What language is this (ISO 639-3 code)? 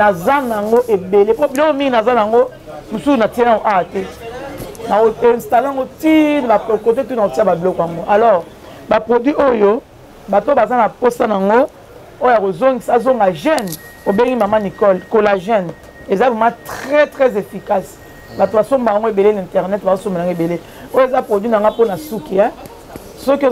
lin